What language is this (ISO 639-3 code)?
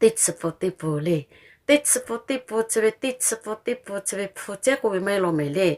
lhu